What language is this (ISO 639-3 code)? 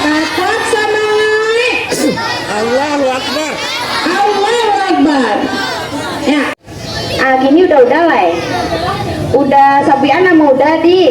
min